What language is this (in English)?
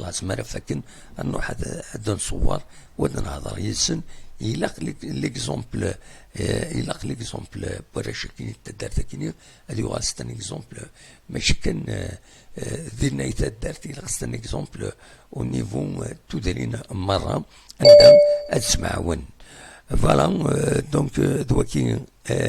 Kabyle